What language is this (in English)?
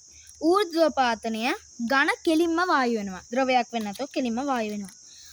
Sinhala